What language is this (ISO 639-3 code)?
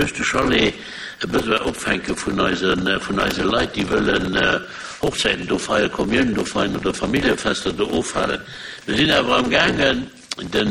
ltz